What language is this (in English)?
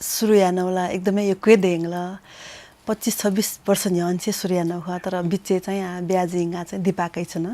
Newari